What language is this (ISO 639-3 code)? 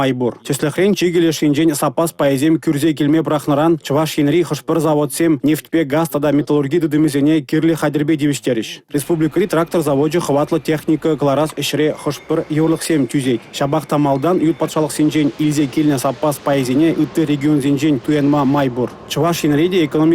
chv